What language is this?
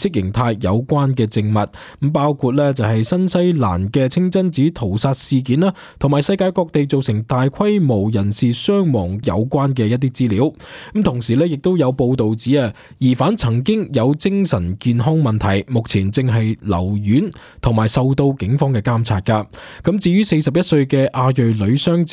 Cantonese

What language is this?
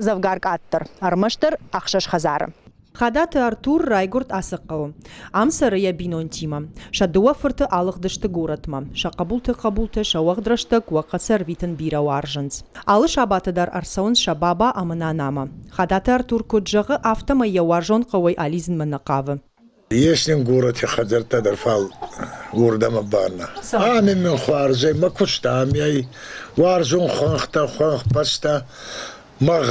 Ossetic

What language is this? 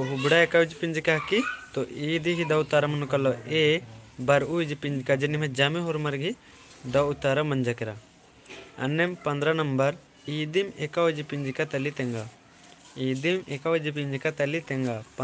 Kurukh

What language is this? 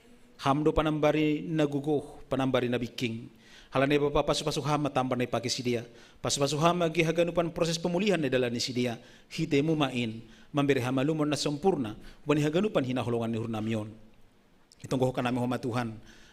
Batak Simalungun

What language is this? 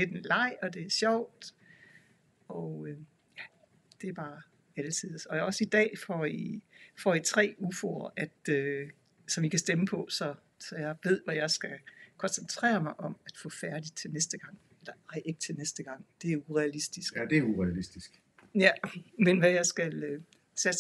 Danish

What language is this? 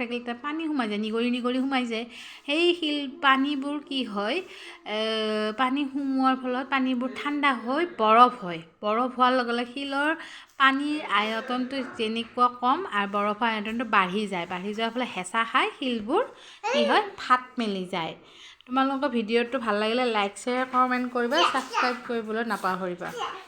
Assamese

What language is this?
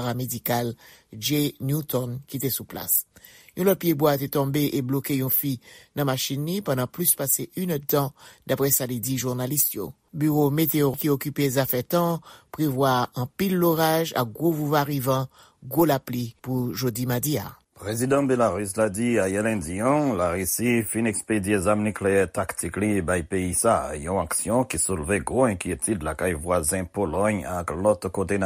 Haitian Creole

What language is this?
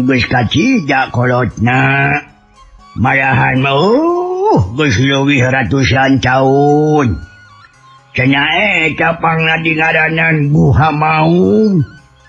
Sundanese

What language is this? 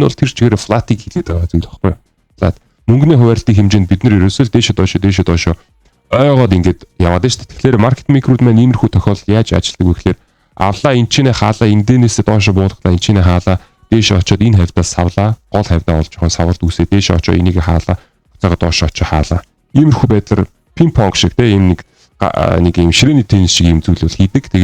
Mongolian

